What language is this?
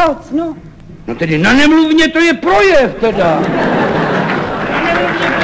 Czech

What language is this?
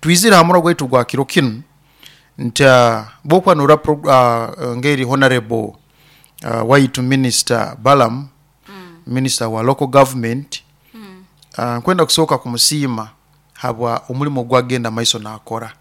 Nyoro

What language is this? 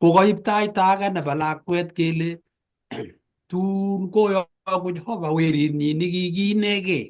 Kalenjin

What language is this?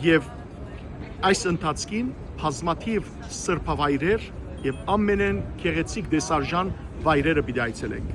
Western Armenian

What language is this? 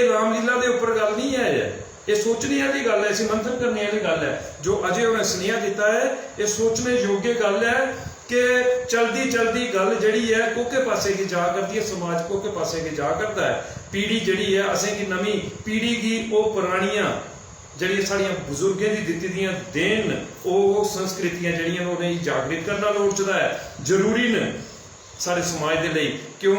Dogri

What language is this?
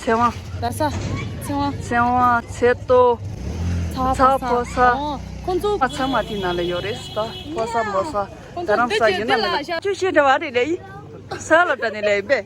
Tibetan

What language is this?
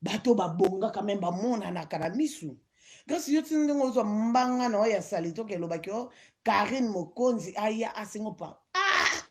Lingala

